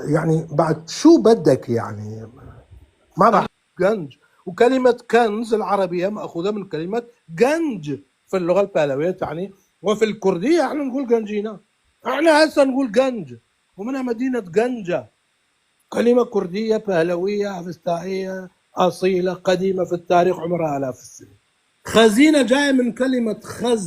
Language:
North Levantine Arabic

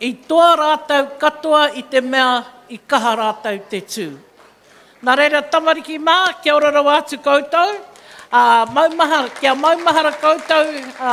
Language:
Māori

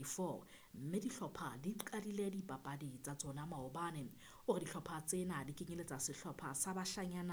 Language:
Southern Sotho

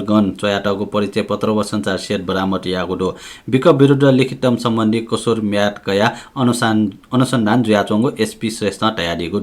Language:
Newari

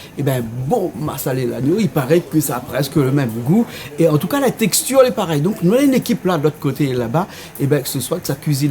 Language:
Réunion Creole French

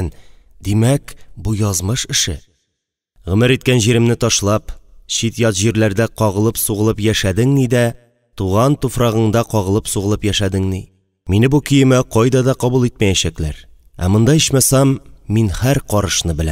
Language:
Tatar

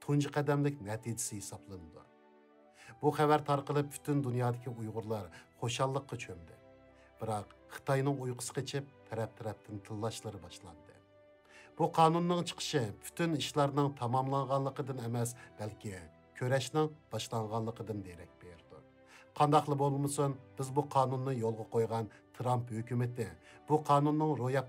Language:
Uyghur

